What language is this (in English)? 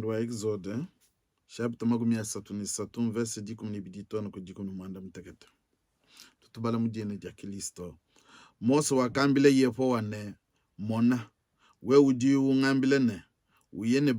Luba-Lulua